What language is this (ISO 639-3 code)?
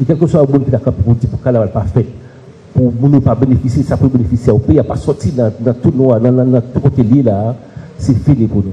hat